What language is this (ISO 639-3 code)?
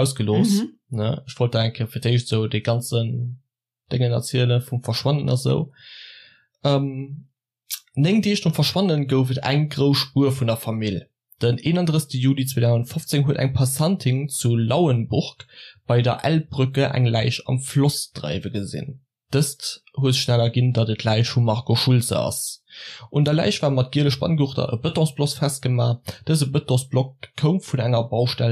ltz